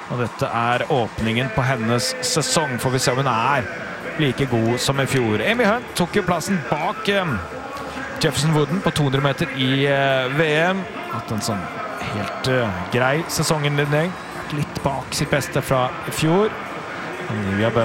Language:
Norwegian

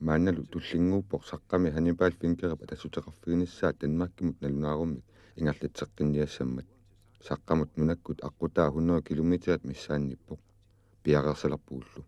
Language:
Kalaallisut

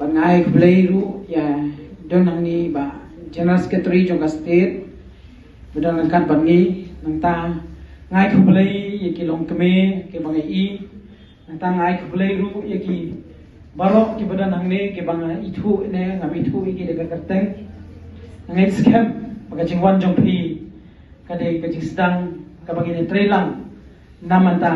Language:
Khasi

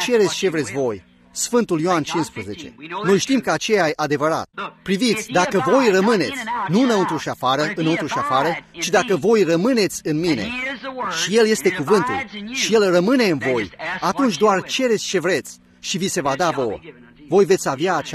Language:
Romanian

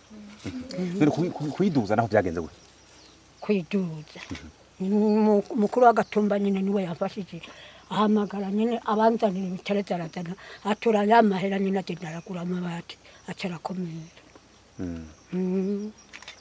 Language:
Rundi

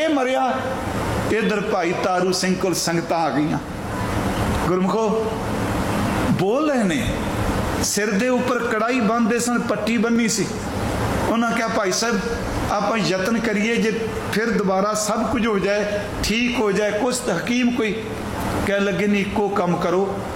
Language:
Punjabi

